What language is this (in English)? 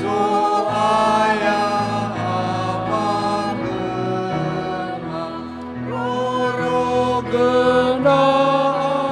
Nias